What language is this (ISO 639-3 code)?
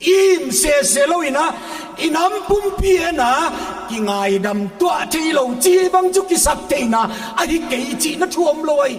pck